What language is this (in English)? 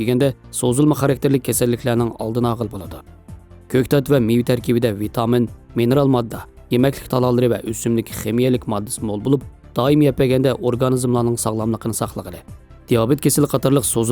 Uyghur